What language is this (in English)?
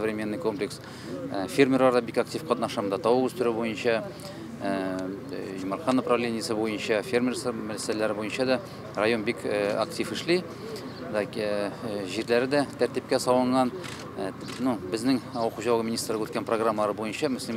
Tatar